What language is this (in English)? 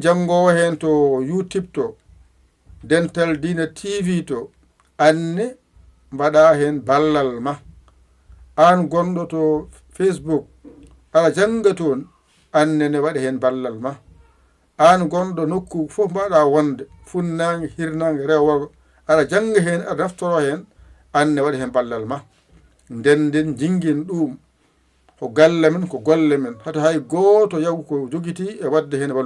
Fula